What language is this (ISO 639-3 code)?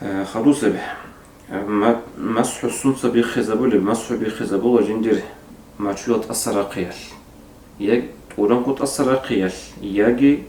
ava